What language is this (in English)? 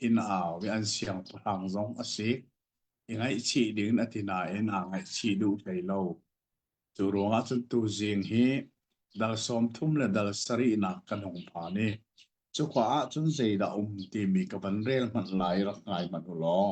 Hakha Chin